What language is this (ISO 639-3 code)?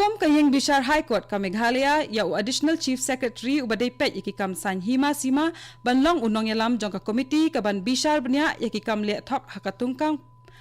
kha